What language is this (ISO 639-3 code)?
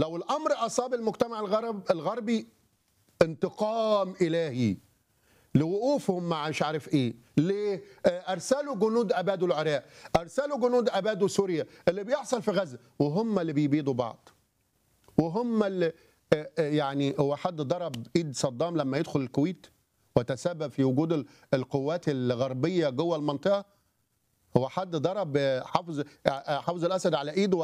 arz